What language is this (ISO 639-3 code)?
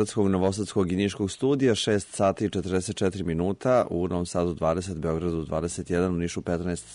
srp